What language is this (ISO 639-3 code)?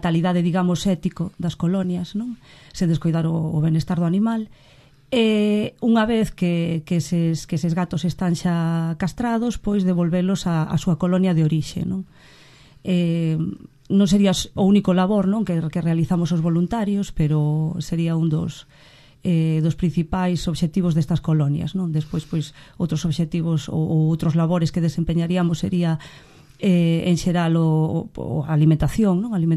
glg